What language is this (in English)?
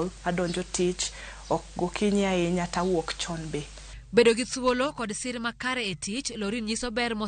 Luo (Kenya and Tanzania)